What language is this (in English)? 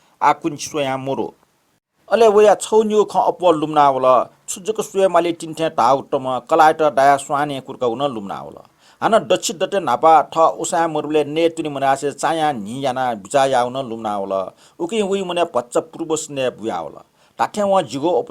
Newari